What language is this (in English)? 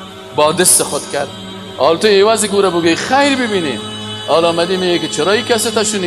Persian